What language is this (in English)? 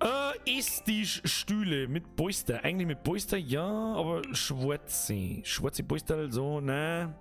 Bavarian